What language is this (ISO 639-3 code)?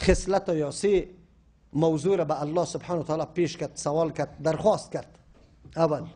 fas